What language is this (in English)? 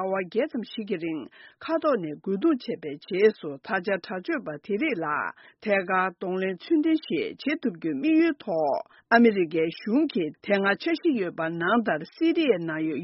Tibetan